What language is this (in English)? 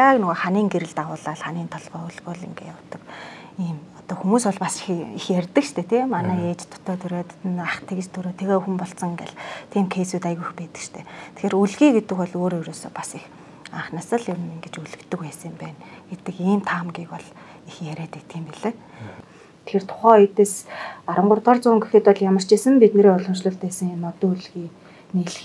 Mongolian